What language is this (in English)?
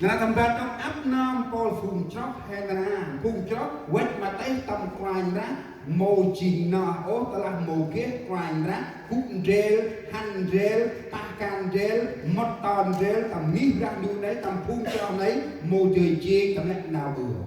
Central Mnong